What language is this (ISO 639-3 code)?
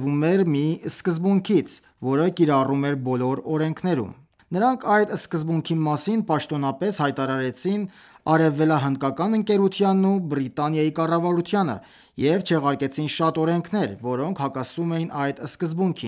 hye